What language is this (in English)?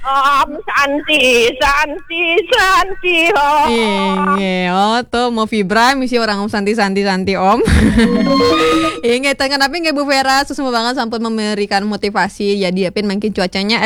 Balinese